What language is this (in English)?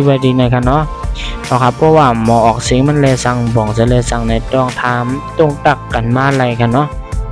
Shan